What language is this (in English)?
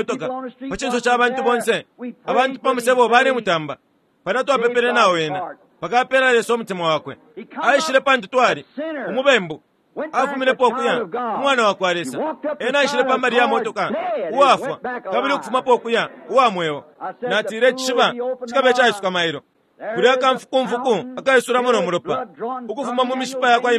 Bemba